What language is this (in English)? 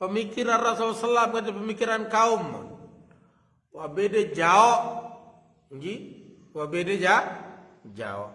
Sasak